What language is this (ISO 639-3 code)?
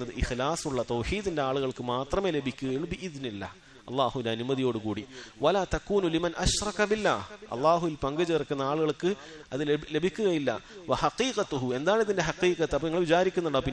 mal